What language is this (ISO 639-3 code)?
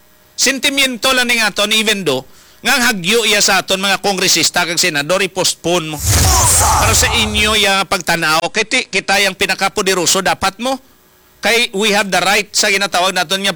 hil